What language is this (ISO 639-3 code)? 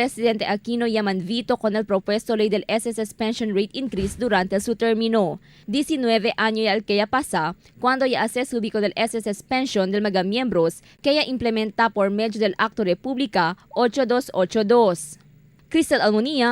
cbk